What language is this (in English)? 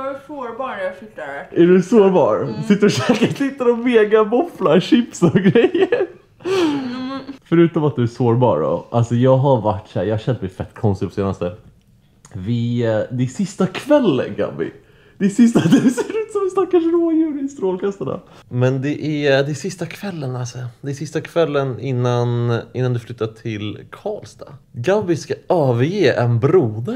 Swedish